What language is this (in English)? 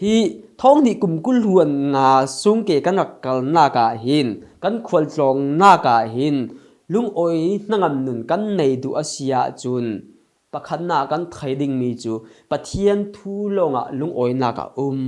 Falam Chin